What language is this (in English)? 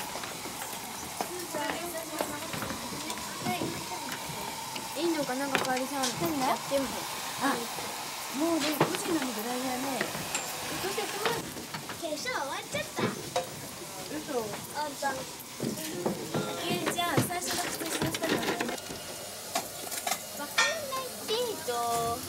Japanese